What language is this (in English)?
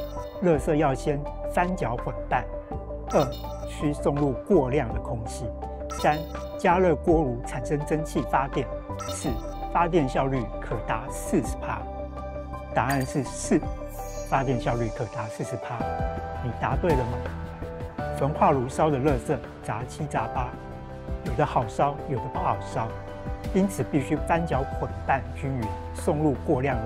Chinese